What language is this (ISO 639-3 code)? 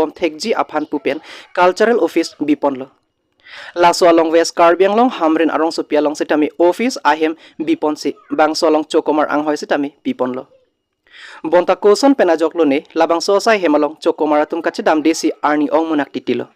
mjw